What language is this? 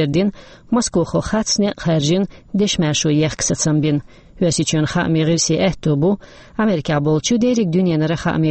Chechen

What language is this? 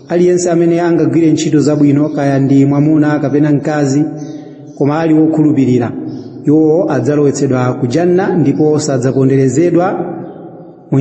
Nyanja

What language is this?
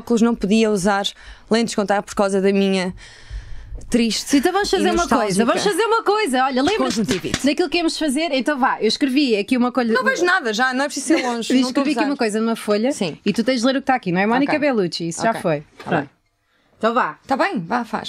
Portuguese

